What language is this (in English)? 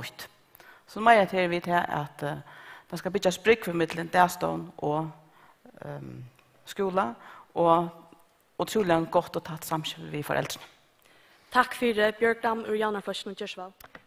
Faroese